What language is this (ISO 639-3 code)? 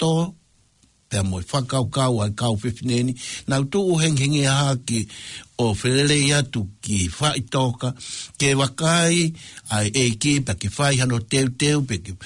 ton